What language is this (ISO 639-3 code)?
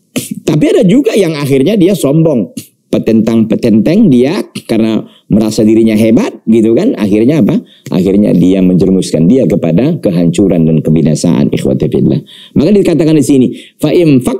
ind